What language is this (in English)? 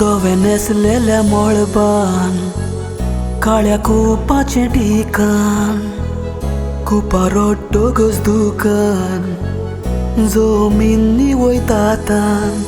Konkani